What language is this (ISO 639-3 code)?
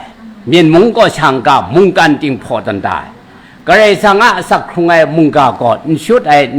kac